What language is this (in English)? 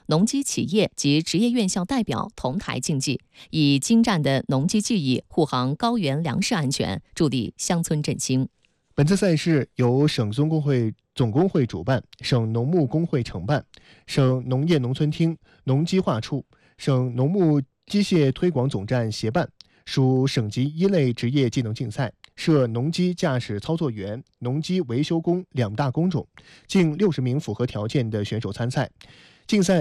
Chinese